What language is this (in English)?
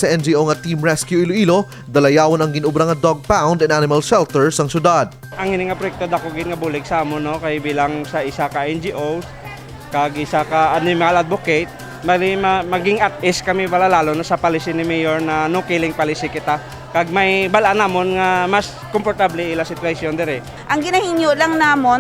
Hiligaynon